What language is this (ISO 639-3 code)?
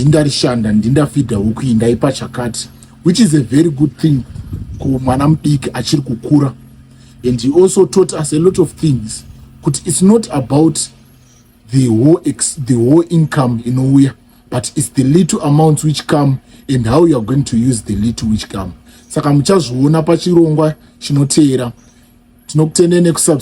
sna